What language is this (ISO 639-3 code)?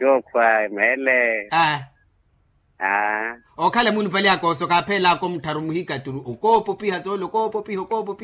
vmw